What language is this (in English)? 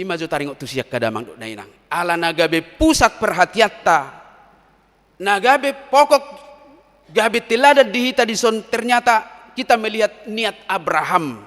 Batak Toba